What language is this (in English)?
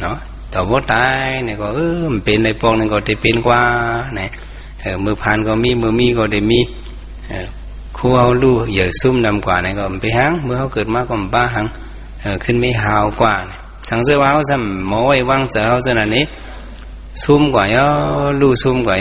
Shan